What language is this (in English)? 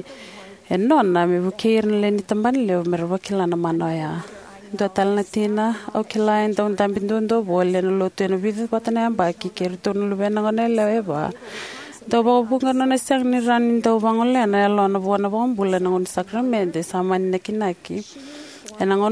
Fijian